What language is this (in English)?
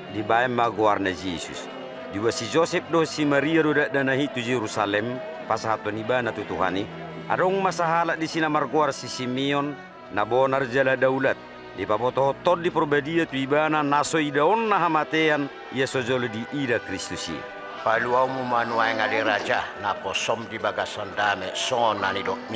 Batak Toba